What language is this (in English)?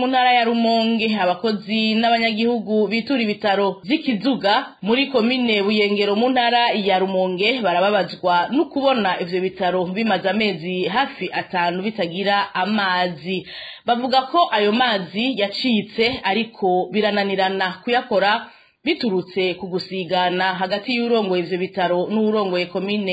Rundi